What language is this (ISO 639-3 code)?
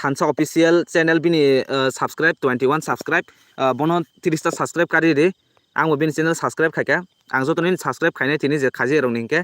trp